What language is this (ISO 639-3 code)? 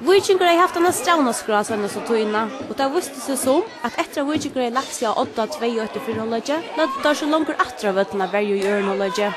fao